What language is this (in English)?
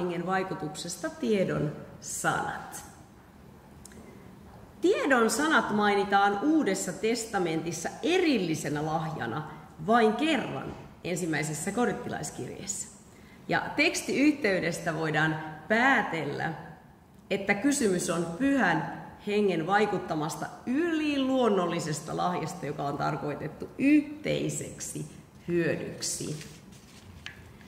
Finnish